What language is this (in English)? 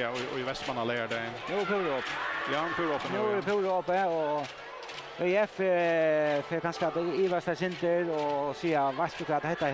Faroese